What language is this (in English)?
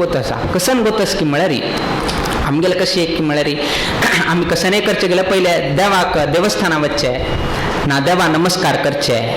Konkani